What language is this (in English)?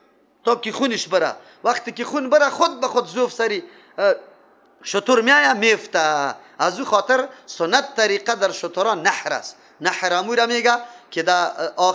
Persian